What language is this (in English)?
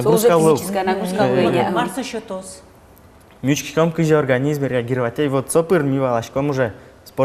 Udmurt